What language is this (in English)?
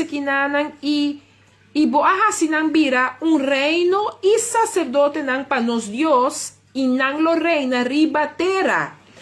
Papiamento